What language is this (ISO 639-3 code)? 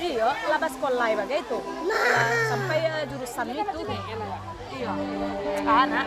min